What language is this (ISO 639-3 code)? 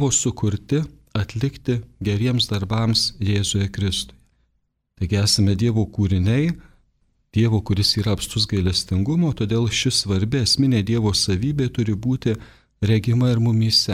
lit